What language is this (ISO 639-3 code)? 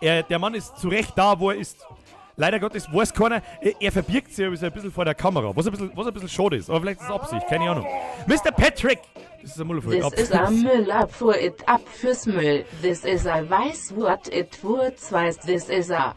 bar